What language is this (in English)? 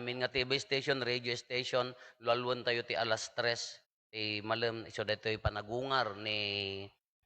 Iloko